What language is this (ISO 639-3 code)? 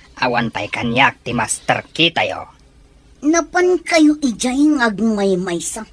ilo